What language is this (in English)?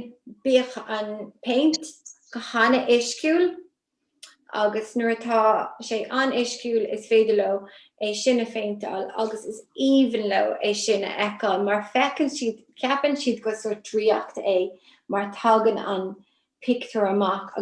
Irish